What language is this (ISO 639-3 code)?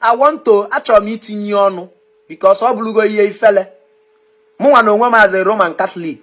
ibo